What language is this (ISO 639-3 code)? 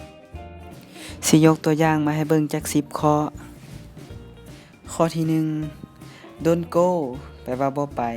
lao